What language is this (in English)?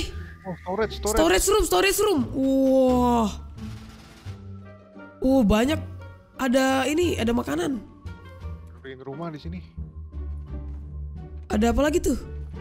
Indonesian